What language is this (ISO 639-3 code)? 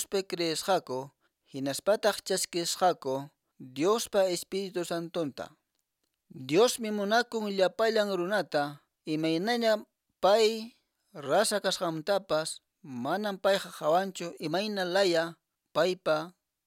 que